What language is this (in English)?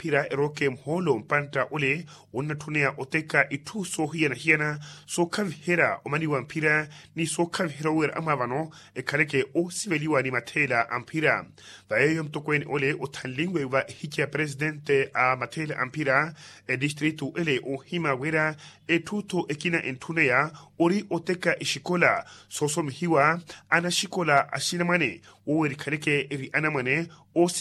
Makhuwa